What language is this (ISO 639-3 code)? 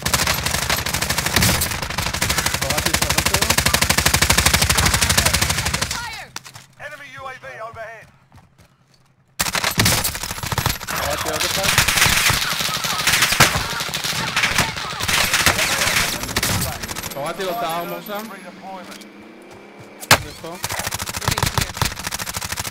heb